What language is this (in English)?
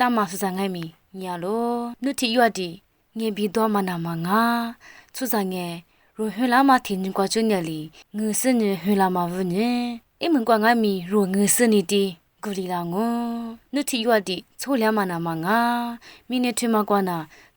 Lisu